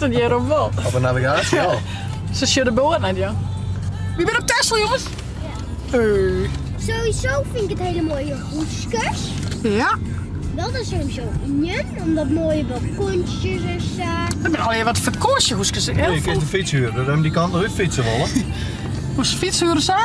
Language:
Western Frisian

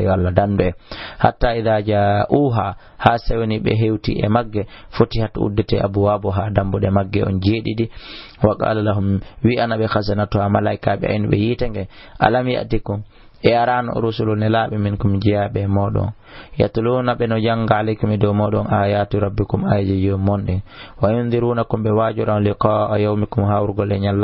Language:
Fula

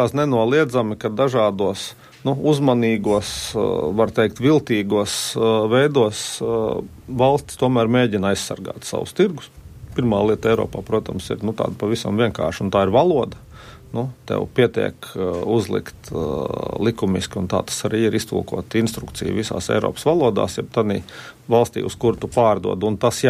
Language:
Latvian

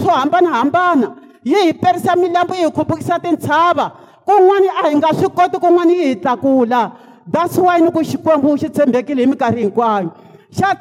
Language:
Tsonga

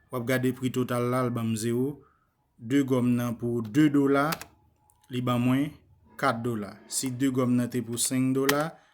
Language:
Haitian Creole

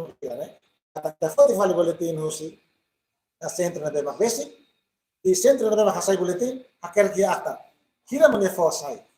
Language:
Tetum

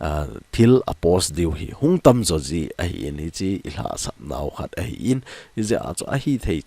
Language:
Thado Chin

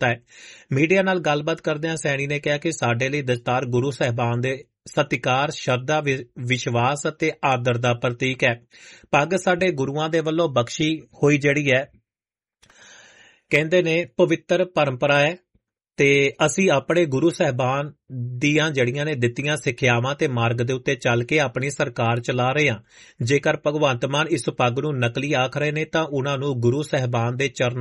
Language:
Punjabi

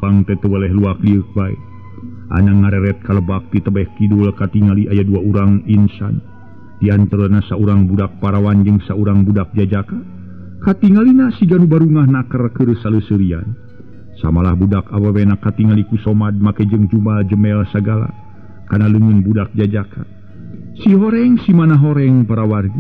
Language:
Sundanese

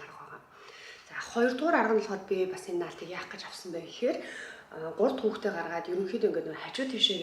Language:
Mongolian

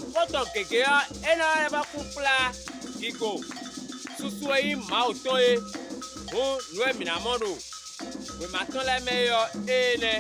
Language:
Fon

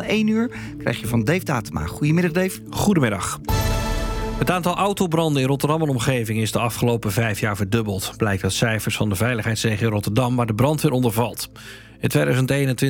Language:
Dutch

